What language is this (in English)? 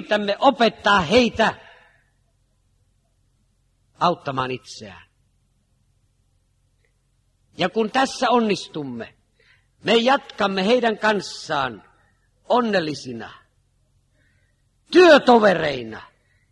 Finnish